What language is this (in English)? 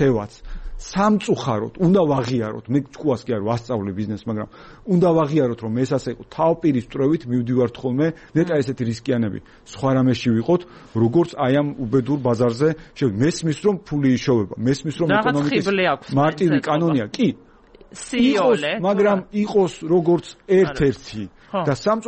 Georgian